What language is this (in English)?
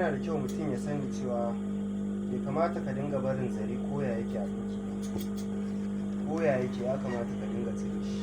Hausa